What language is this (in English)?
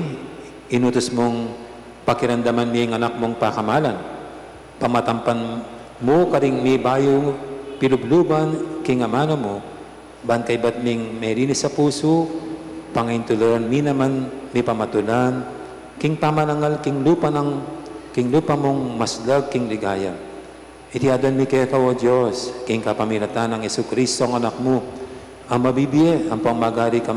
Pampanga